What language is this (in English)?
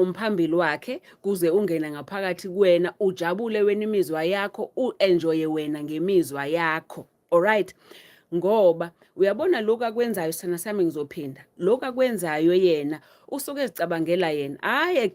Zulu